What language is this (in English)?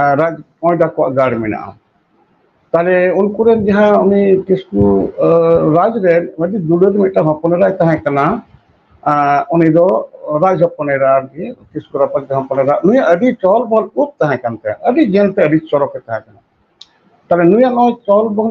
Santali